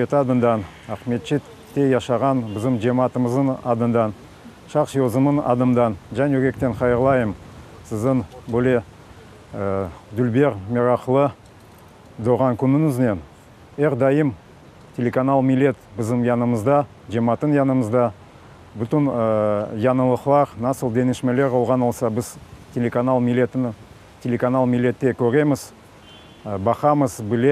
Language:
Crimean Tatar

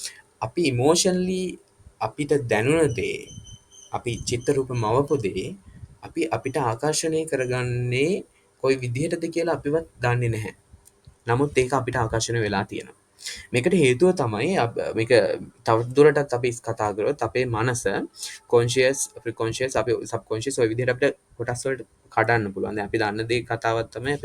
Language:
Sinhala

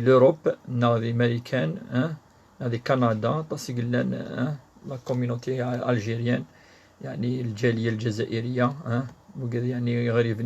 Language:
Kabyle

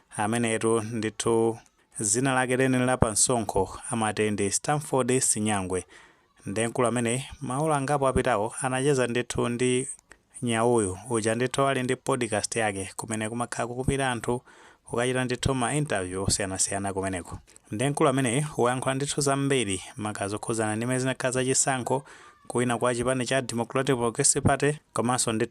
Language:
Nyanja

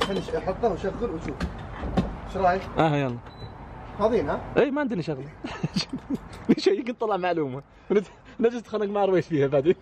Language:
Najdi Arabic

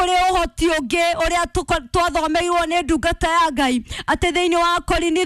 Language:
Kikuyu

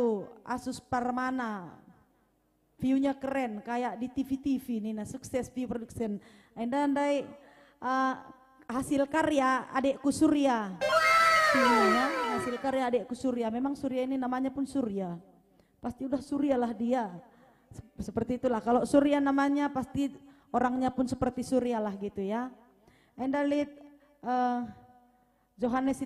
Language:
Batak Karo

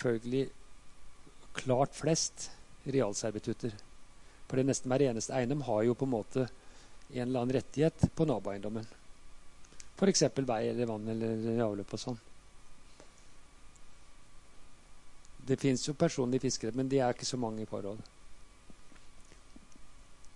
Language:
Norwegian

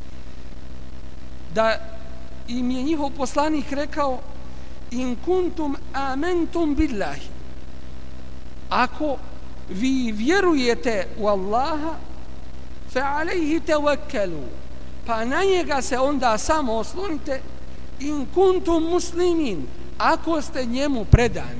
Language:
Bosnian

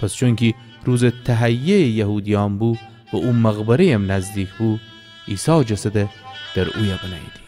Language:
Gilaki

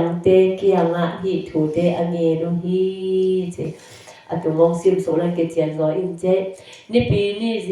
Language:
Tedim Chin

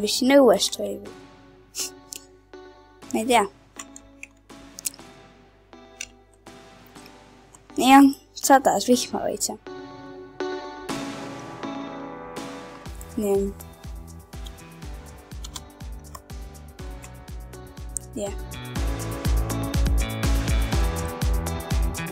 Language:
Estonian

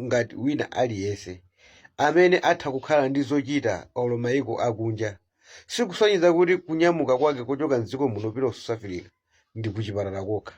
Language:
Nyanja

